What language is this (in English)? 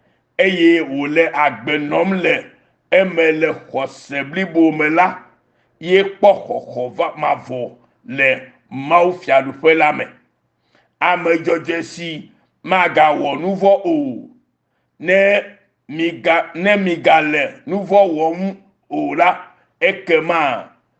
Ewe